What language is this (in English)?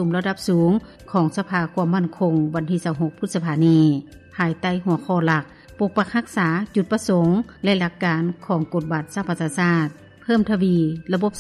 Lao